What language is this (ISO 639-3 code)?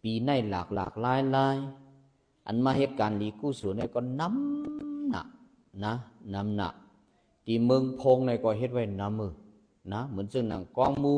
shn